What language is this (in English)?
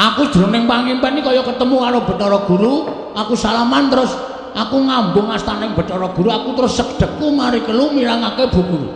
Javanese